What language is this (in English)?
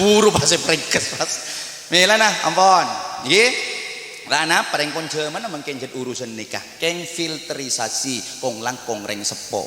Madurese